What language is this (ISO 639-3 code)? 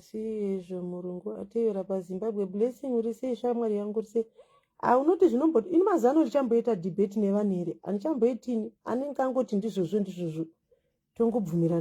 sna